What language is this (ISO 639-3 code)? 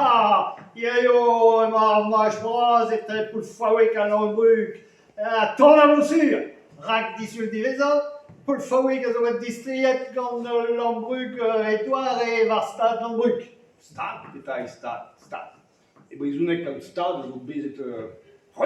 bre